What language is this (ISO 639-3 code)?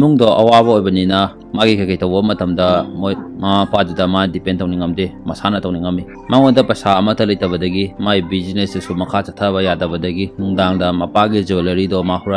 mni